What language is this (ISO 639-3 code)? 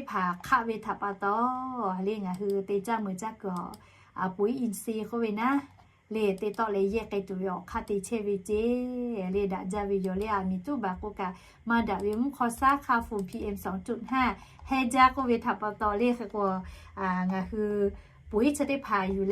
lhu